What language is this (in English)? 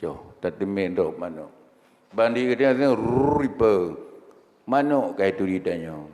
Achinese